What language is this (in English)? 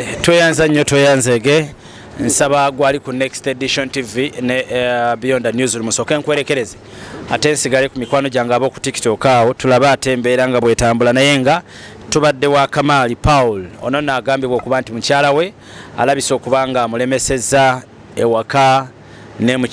Ganda